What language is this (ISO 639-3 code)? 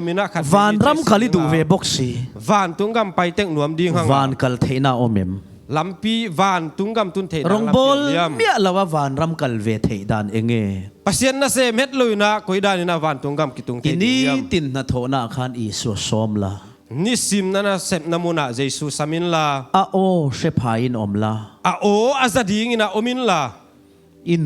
ctd